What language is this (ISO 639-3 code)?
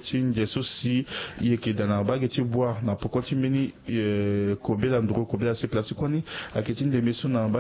sag